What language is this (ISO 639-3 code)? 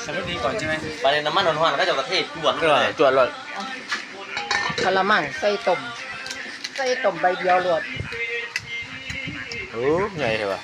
lao